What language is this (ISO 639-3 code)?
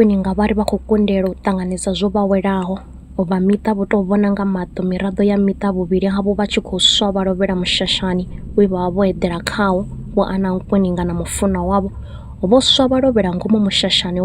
ven